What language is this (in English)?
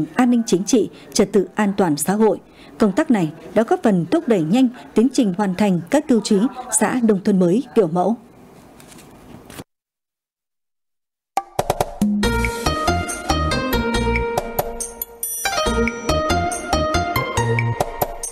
Vietnamese